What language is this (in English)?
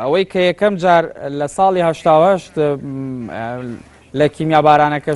Central Kurdish